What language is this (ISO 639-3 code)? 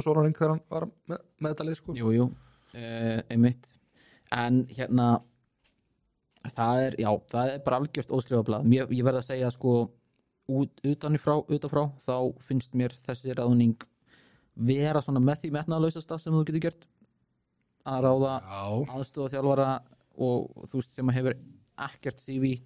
isl